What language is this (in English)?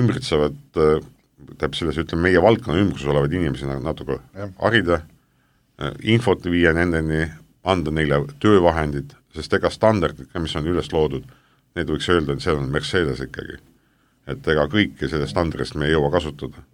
Estonian